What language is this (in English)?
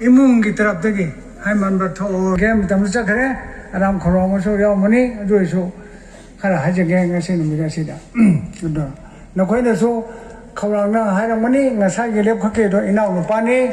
Manipuri